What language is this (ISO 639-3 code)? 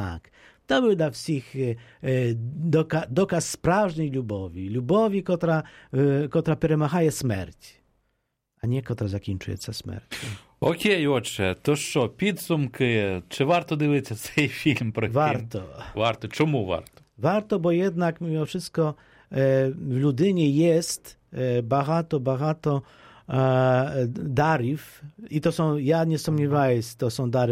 pol